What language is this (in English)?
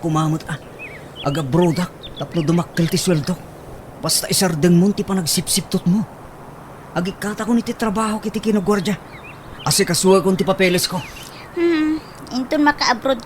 Iloko